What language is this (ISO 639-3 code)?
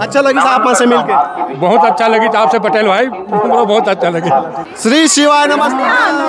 hne